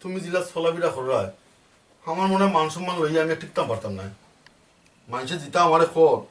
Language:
Sylheti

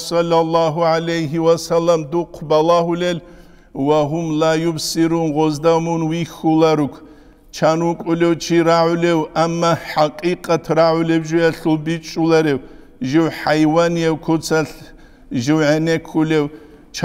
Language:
Avaric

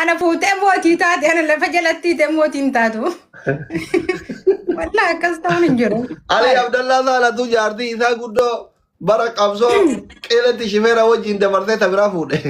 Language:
Oromo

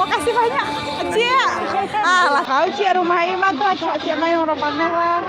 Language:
Minangkabau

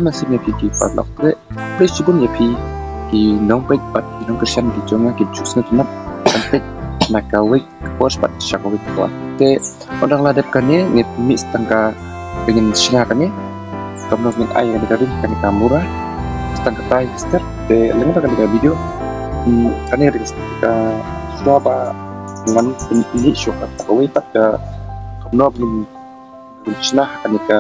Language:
Khasi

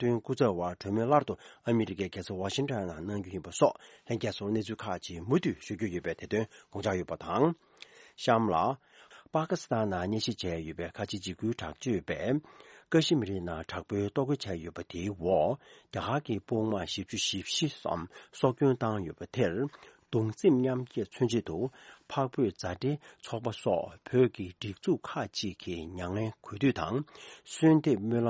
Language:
Tibetan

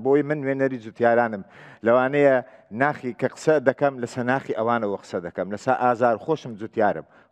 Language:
Central Kurdish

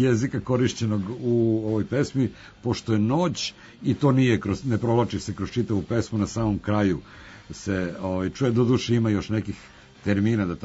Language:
Serbian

